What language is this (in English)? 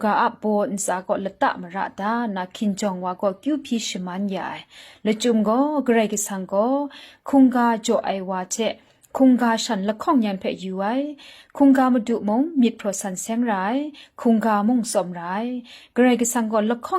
Kachin